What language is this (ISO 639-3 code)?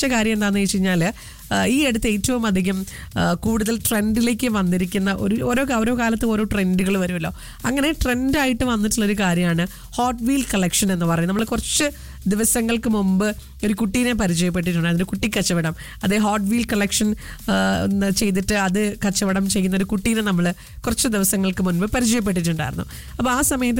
mal